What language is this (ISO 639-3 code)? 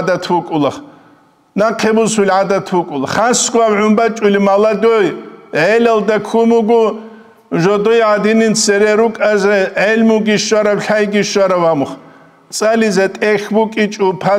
ava